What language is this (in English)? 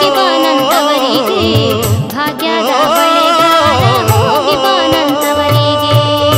Kannada